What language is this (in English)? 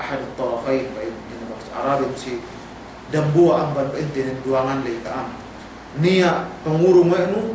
Yakan